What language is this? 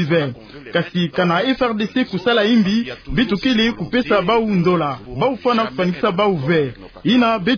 Kituba (Democratic Republic of Congo)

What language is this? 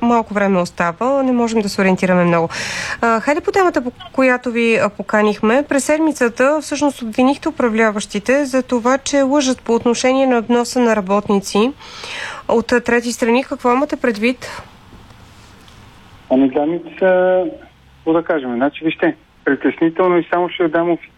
Bulgarian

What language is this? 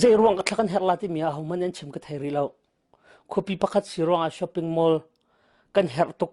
Hakha Chin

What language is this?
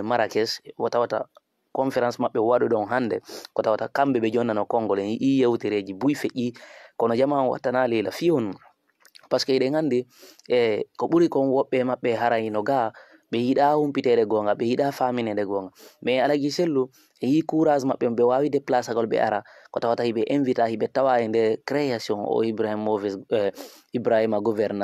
Fula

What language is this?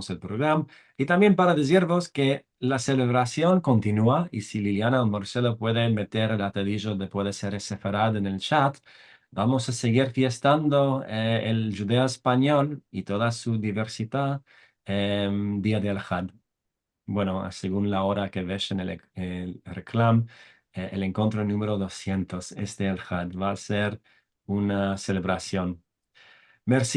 Ladino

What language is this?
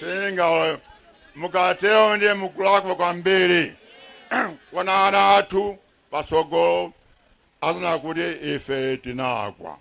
Nyanja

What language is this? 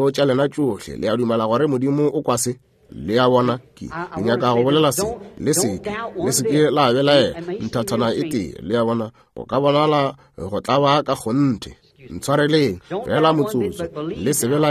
Northern Sotho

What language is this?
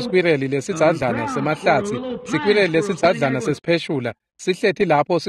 Swati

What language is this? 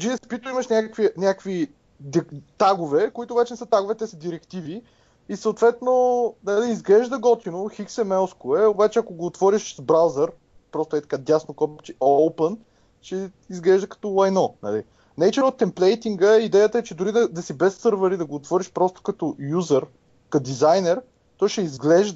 Bulgarian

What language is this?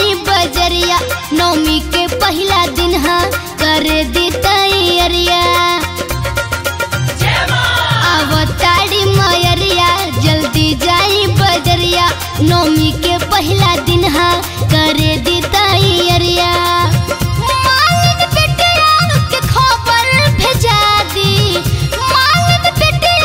Bhojpuri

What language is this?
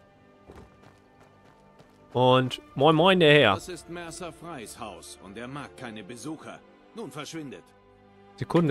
German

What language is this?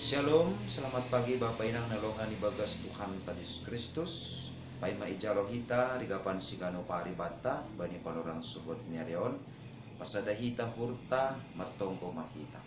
Batak Simalungun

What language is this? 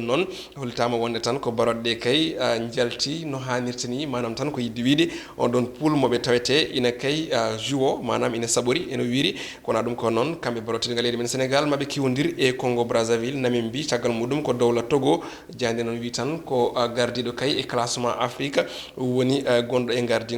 Fula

